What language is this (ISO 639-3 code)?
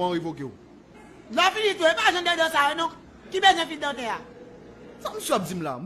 hat